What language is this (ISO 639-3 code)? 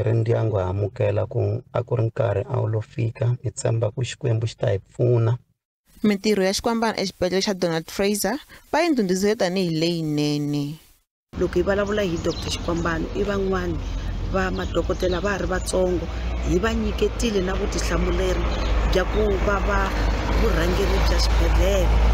tso